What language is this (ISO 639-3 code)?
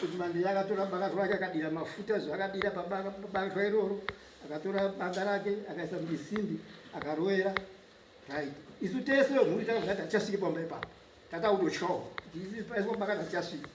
sna